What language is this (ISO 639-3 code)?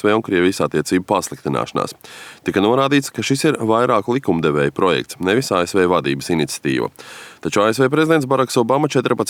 lav